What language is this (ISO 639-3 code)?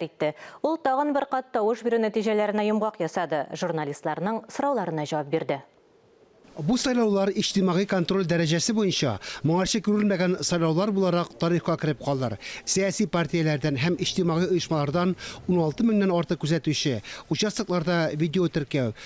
tat